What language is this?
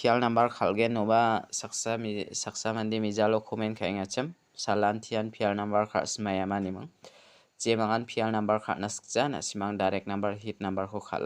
Garo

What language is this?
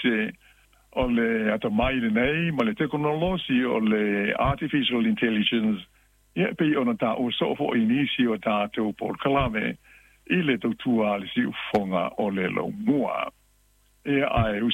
Samoan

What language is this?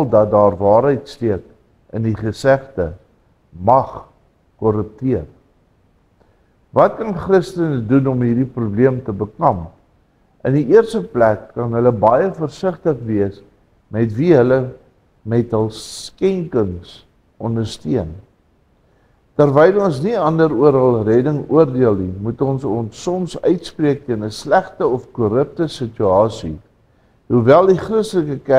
Afrikaans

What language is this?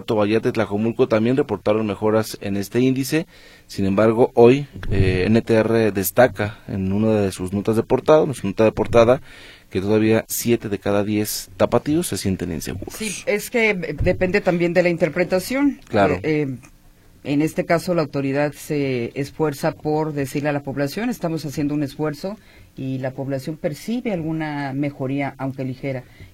Spanish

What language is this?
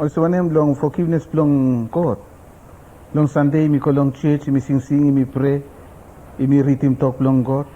Bislama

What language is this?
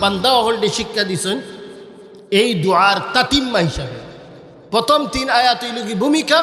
Sylheti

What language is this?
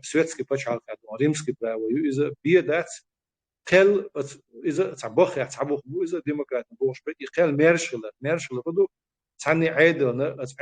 Chechen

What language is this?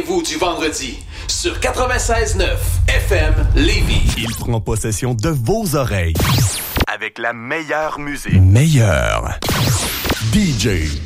French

